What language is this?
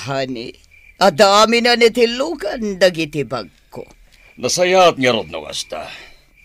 Iloko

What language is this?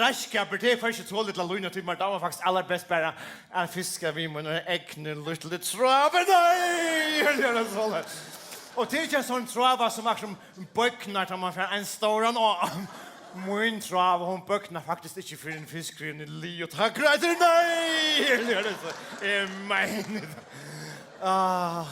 Faroese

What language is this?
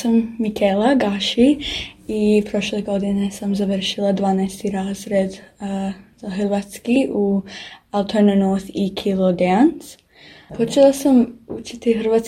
Croatian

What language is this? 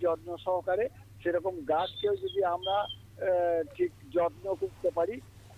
Bangla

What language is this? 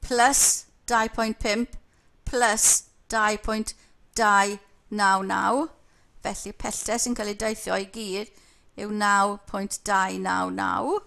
Welsh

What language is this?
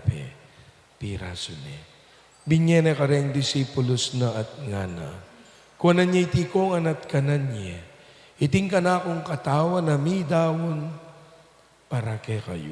Pampanga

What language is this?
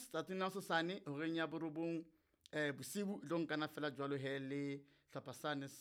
Southern Sotho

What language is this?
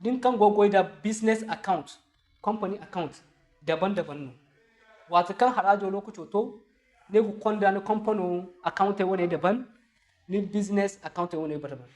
Zarma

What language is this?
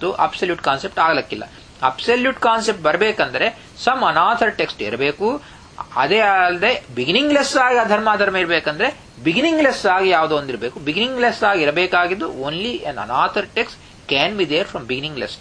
Kannada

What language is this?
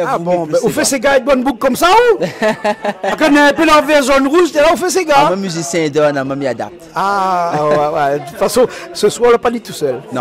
Réunion Creole French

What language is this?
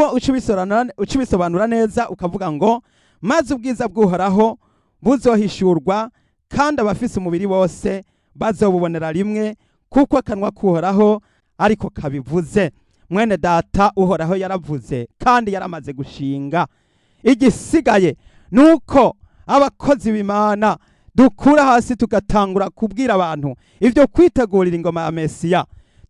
Rundi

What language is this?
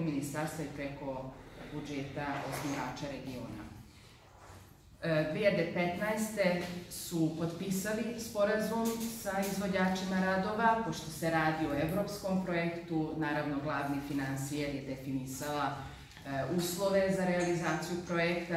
Serbian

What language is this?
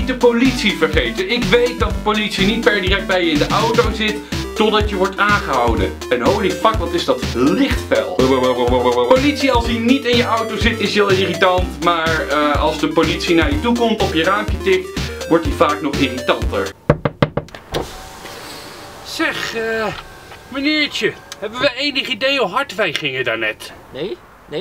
Dutch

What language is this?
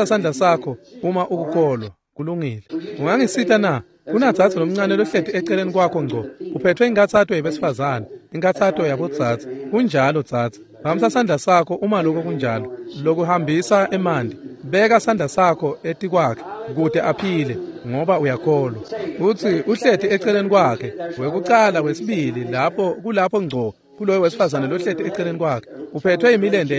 Swati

